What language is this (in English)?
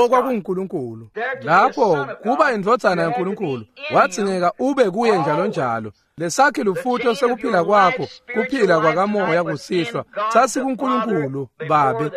Swati